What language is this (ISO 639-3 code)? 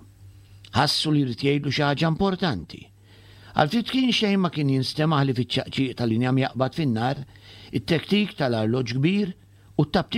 mlt